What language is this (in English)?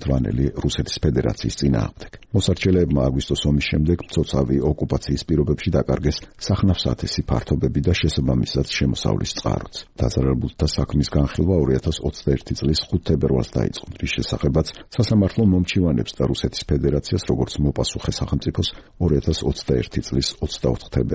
Georgian